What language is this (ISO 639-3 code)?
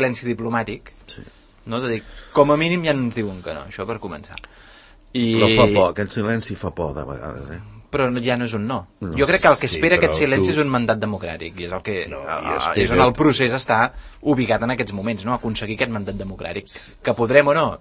cat